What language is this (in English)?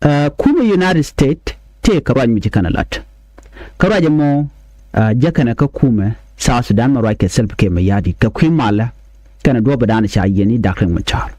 Nuer